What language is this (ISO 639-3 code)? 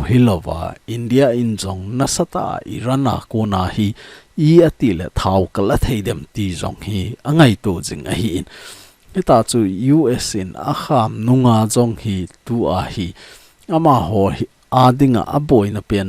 tcz